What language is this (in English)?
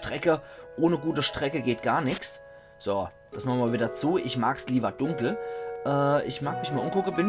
Palatine German